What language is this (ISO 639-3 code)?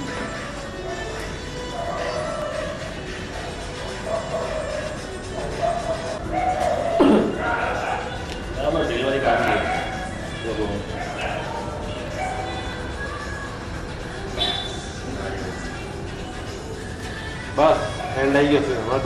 guj